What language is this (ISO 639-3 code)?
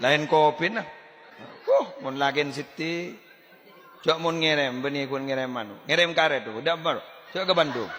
mad